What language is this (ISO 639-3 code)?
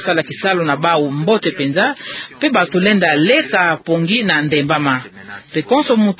ktu